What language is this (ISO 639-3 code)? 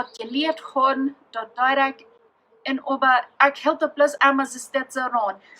pdt